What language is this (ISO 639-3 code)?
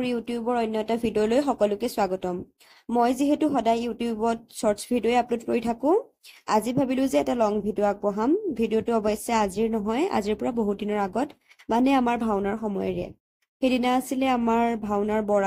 asm